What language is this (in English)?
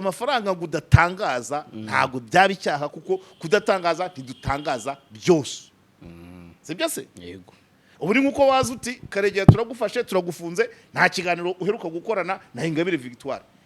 Kinyarwanda